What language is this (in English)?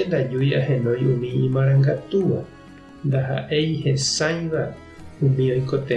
Guarani